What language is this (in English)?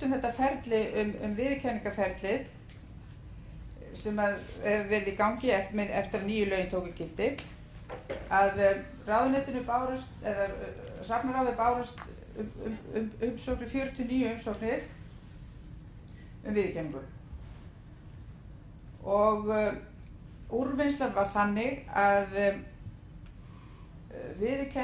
Icelandic